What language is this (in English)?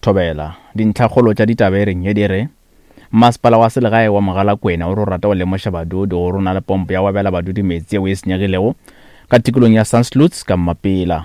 Northern Sotho